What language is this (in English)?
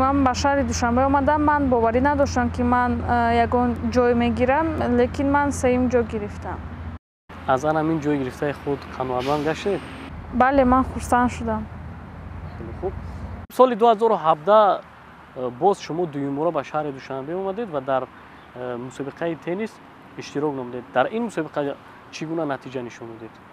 Tajik